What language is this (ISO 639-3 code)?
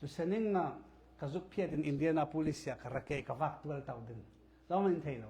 cfm